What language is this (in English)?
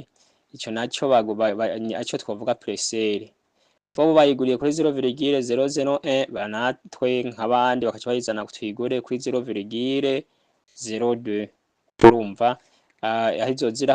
Rundi